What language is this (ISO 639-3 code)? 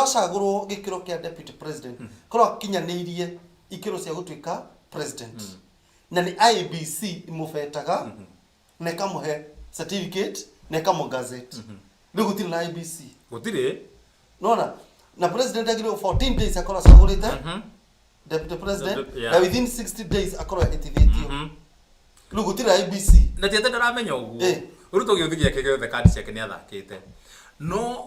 kik